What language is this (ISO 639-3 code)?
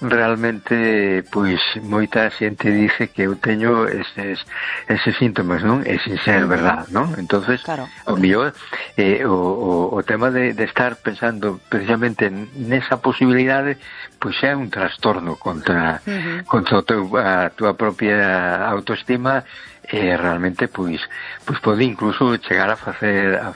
glg